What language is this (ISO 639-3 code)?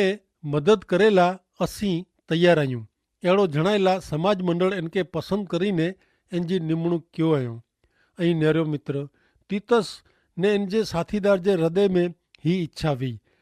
kfr